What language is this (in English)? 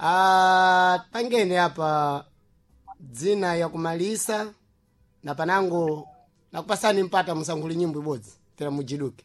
Sena